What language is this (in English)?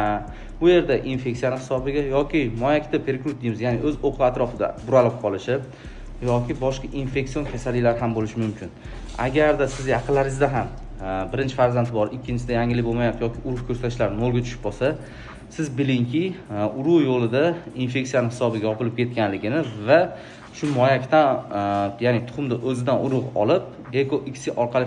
Uzbek